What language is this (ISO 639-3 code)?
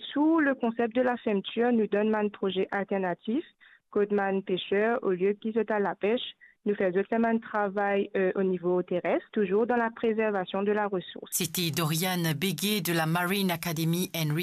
mfe